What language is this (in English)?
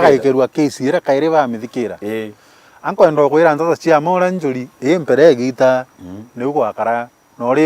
Meru